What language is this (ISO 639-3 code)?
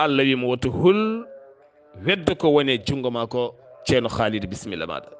ful